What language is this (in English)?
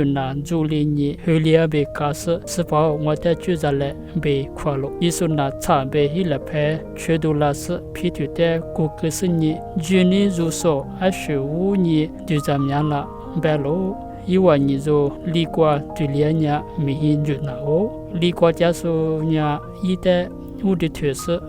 Lisu